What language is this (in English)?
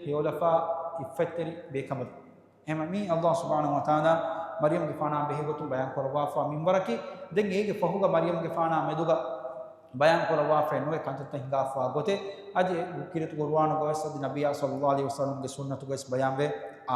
Divehi